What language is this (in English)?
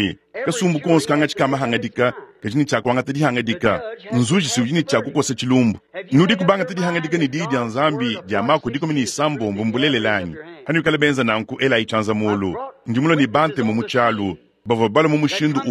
Luba-Lulua